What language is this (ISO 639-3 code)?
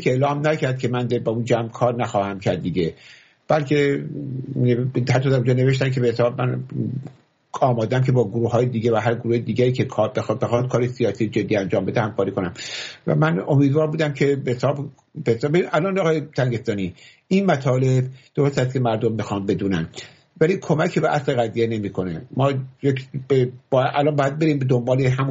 fas